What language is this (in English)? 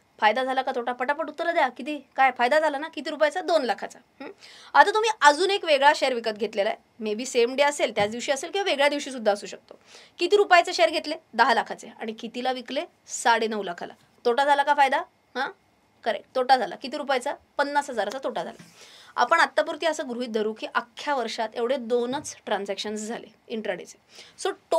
Marathi